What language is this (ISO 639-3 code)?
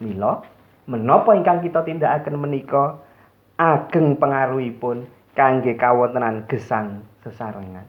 jav